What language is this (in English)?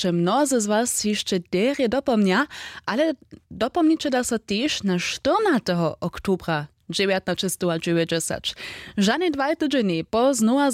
Upper Sorbian